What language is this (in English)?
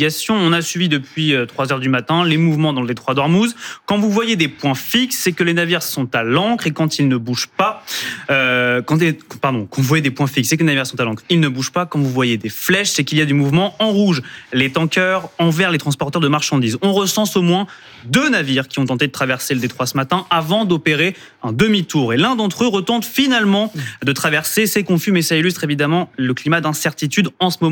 French